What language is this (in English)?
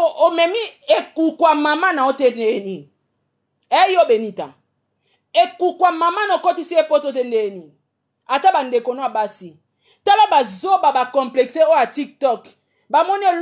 Lingala